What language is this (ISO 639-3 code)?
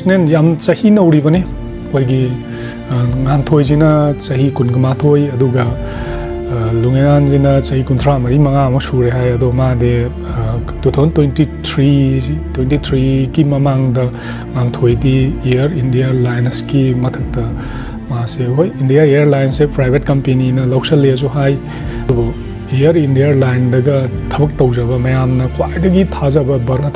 mni